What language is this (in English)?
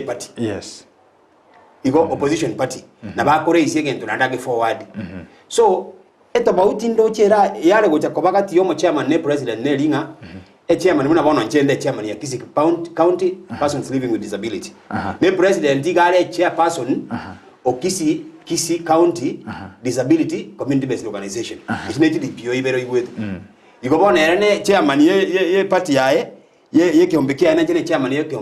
Gusii